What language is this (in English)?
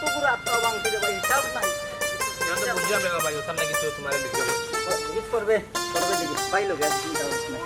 Sylheti